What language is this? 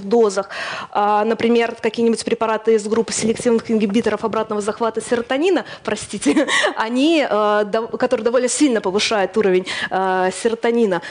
Russian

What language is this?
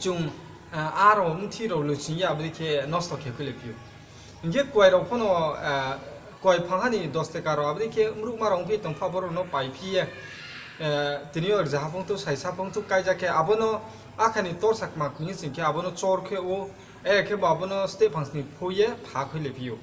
Riang (India)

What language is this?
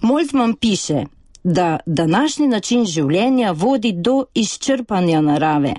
Slovenian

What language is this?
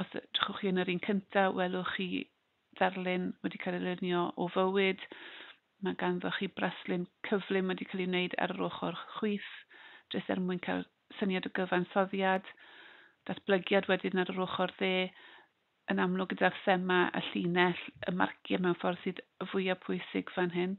Welsh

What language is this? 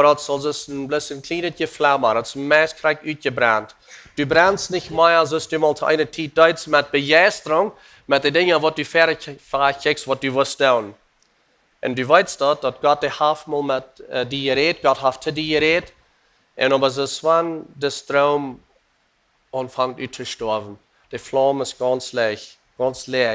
Plautdietsch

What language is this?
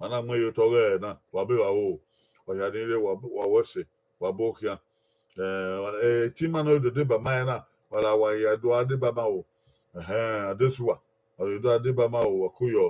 Bini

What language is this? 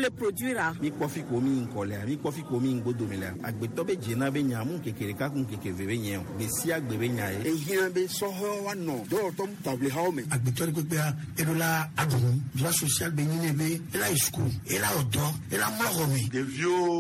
Gen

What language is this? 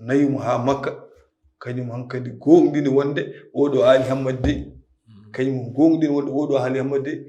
Fula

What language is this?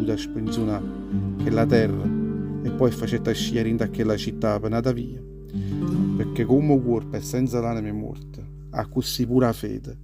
Neapolitan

